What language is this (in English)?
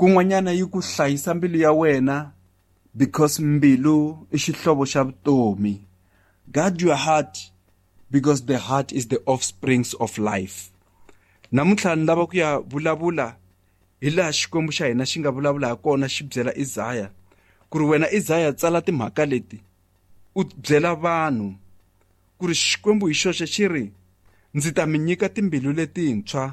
Tsonga